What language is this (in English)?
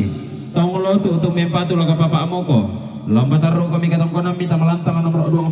Toraja-Sa'dan